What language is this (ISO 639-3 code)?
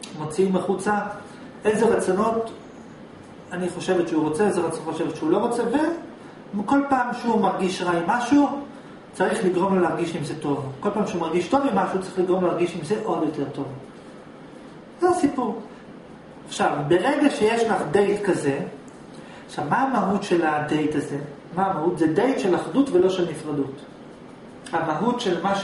heb